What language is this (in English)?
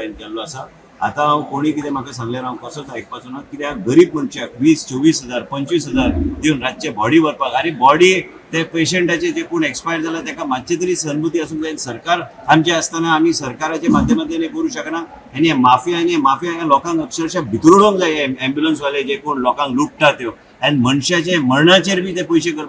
Konkani